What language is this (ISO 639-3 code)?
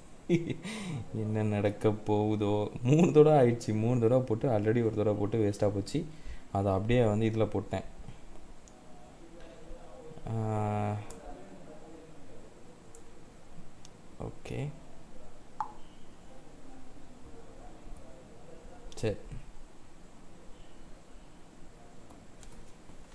tam